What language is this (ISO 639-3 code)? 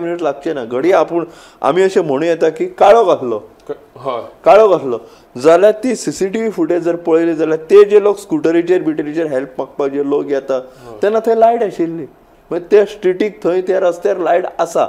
kok